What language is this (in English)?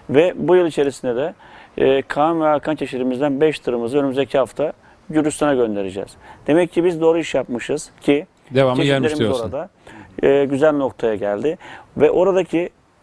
Turkish